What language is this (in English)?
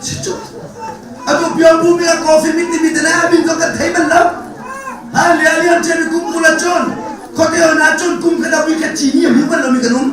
Hakha Chin